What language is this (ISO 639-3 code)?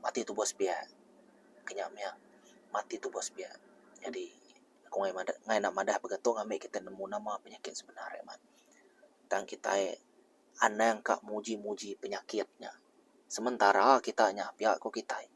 iba